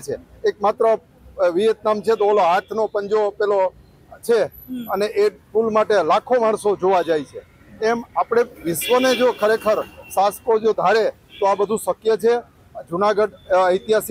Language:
Gujarati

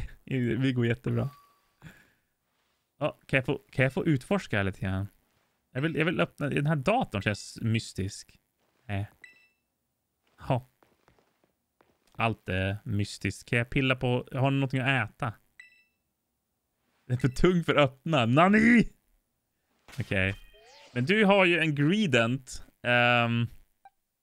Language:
Swedish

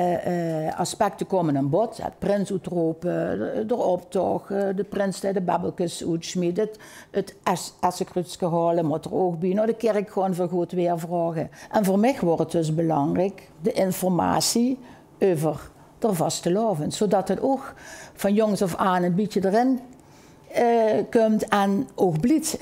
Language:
Limburgish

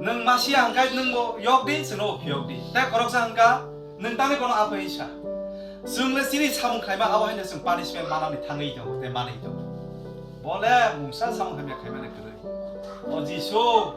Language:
Kok Borok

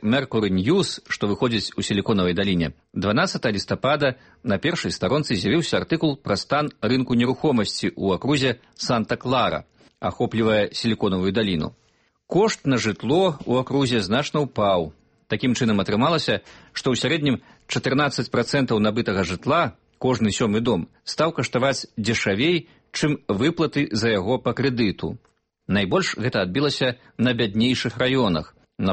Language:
Belarusian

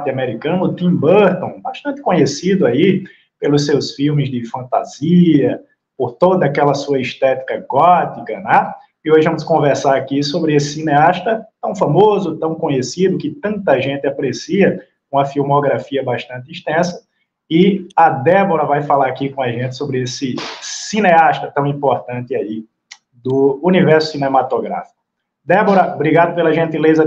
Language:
Portuguese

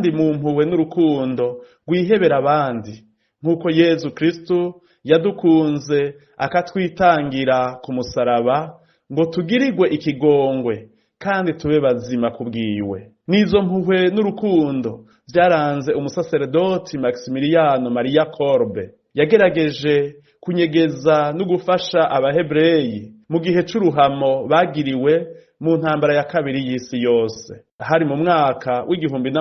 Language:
Rundi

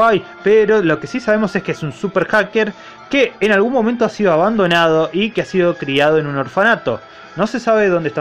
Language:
Spanish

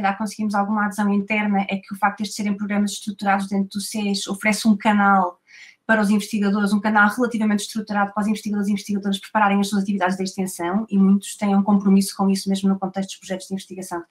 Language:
Portuguese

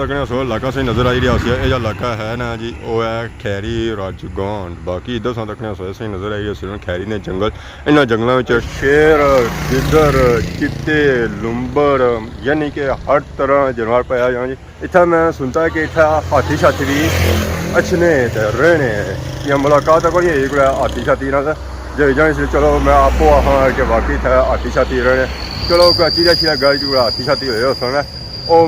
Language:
Pahari-Potwari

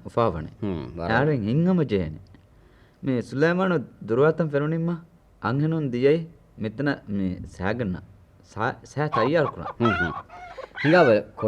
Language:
Divehi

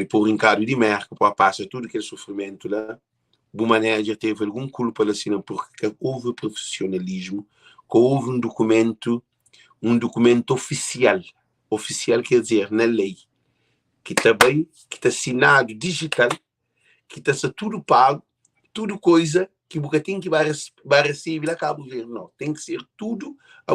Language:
Kabuverdianu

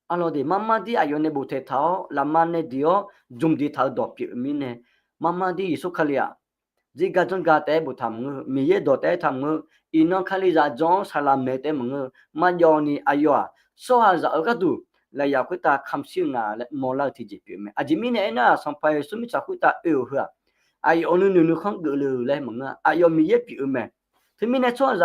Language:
Akha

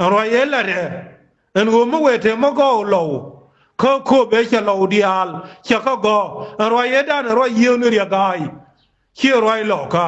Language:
Nuer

